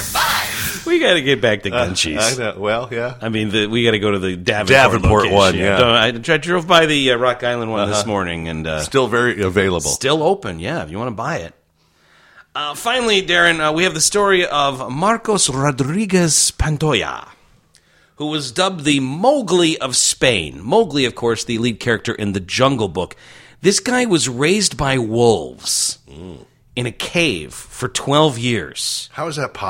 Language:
English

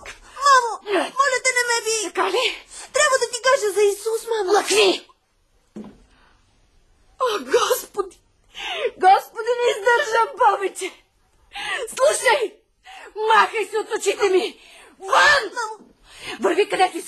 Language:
Bulgarian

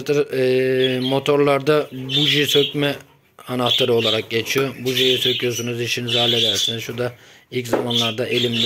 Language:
Turkish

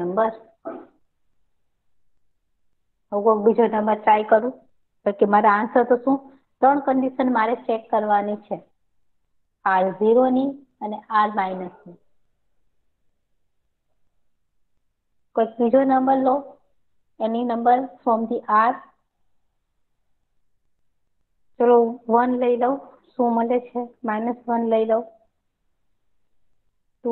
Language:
Gujarati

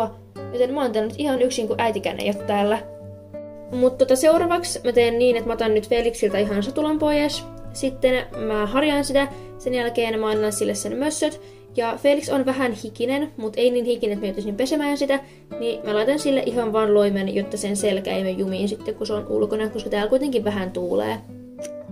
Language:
Finnish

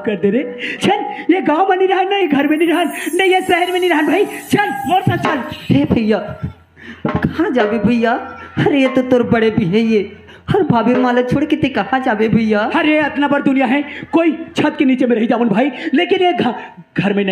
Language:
Chhattisgarhi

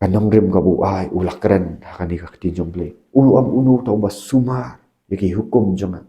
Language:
Khasi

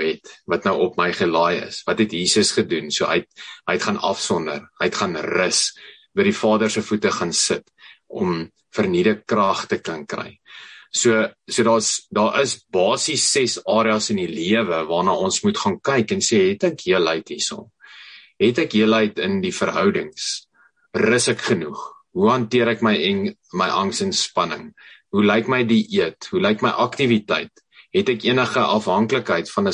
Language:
Afrikaans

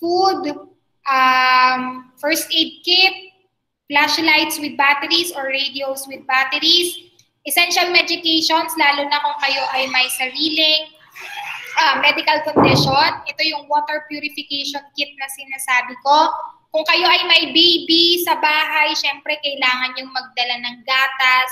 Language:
Filipino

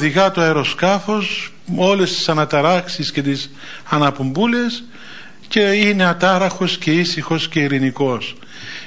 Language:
Greek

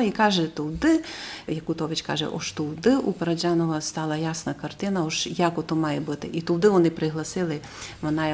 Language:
Rusyn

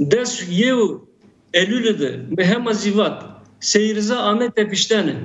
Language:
Zaza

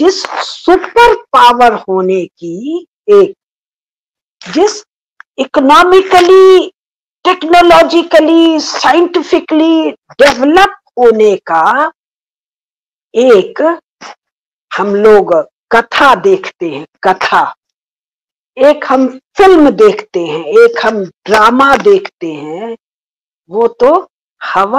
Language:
Hindi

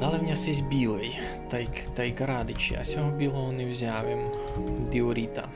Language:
Rusyn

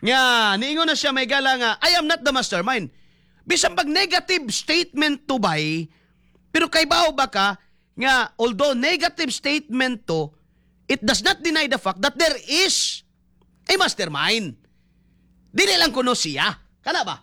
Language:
Cebuano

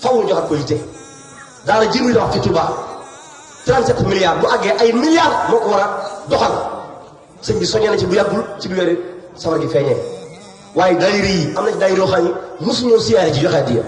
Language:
Wolof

